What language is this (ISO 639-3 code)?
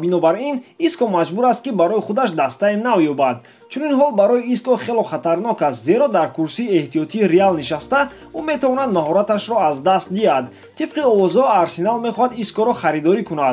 tgk